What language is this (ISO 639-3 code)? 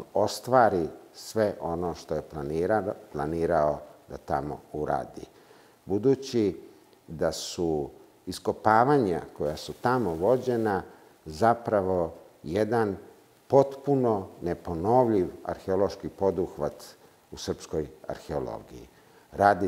srp